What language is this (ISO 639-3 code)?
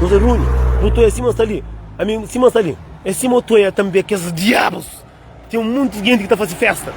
kea